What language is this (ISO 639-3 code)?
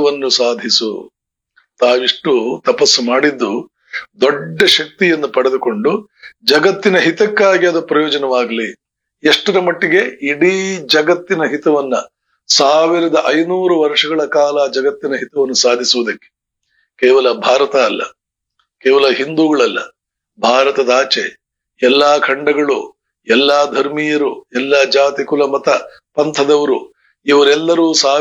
kan